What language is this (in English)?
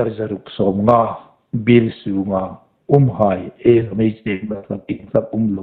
Hmar